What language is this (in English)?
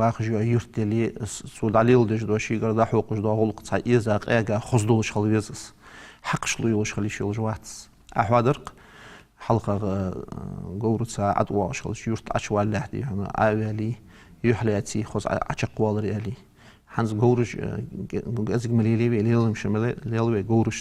Ingush